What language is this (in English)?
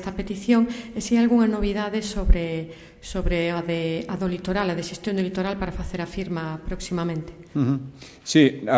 Galician